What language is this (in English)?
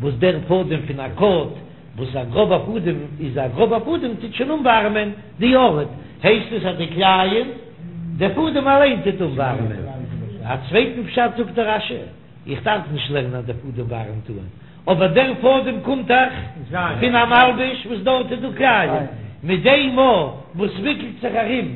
Yiddish